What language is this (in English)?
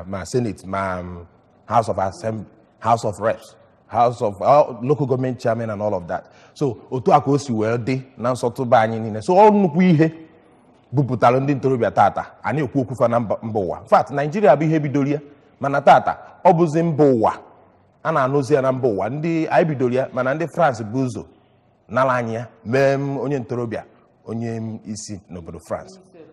Igbo